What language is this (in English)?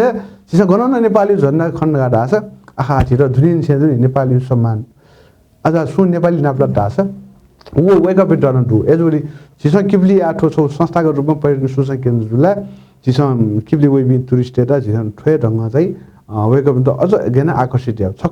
Newari